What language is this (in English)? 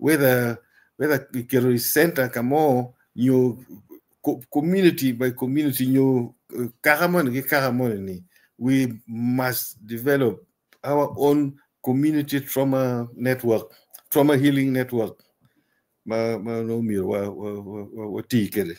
Acoli